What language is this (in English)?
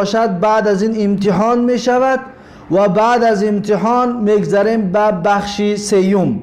Tajik